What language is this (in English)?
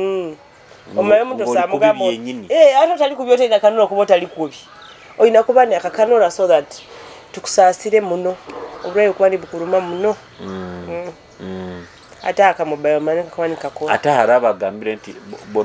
Nyoro